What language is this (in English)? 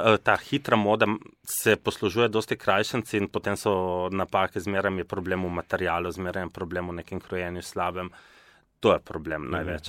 Slovenian